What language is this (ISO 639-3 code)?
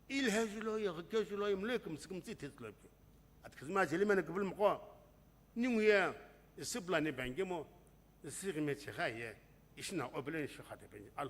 nsm